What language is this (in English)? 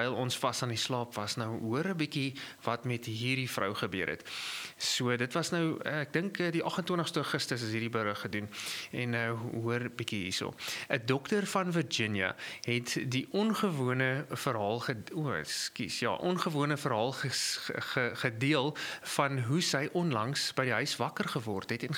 Afrikaans